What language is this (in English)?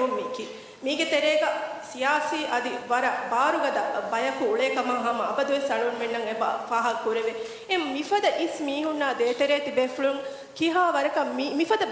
Divehi